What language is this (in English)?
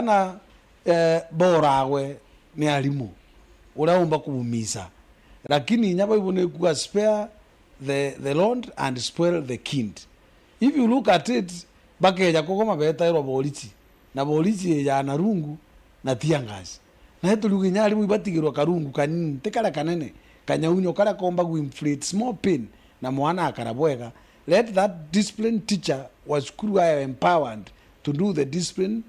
Meru